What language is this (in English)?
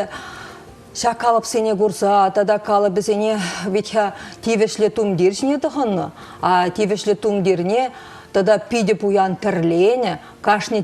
Chuvash